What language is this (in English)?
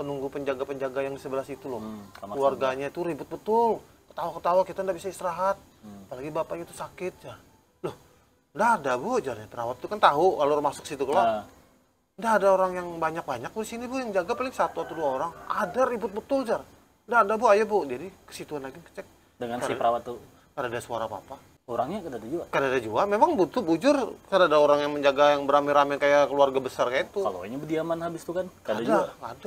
Banjar